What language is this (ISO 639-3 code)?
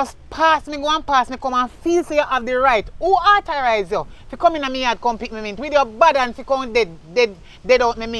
jam